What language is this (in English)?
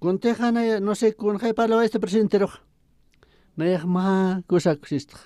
Aymara